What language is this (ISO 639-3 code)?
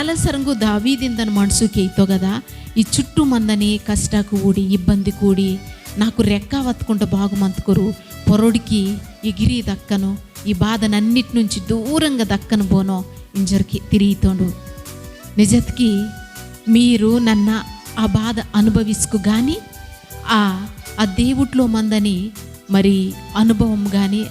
kff